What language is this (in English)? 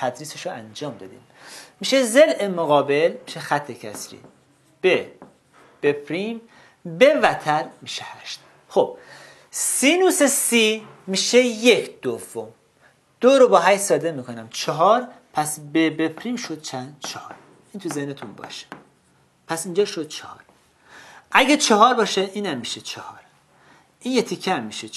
Persian